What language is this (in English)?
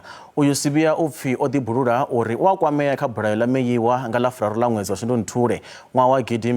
Venda